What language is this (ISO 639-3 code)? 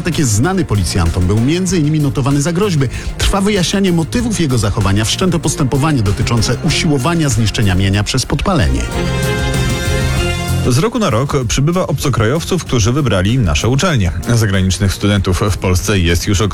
pol